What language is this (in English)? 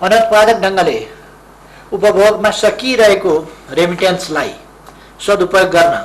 Nepali